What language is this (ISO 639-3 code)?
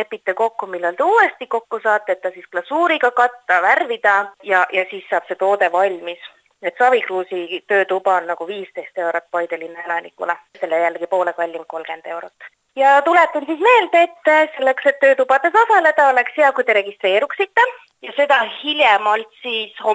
est